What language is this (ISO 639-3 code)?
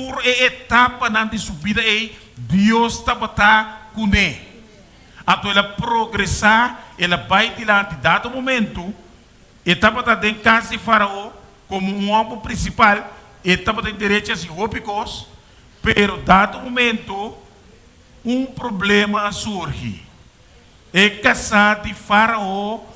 pap